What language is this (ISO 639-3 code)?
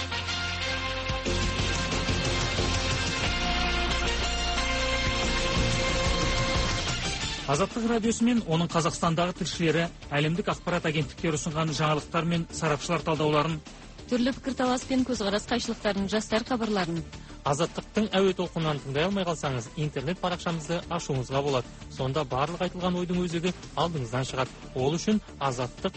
kaz